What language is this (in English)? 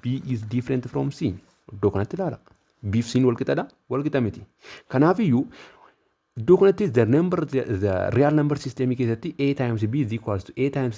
Oromo